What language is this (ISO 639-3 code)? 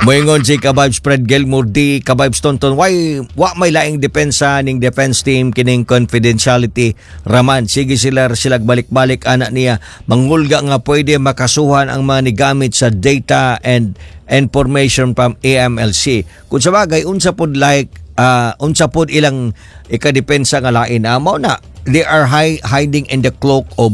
ceb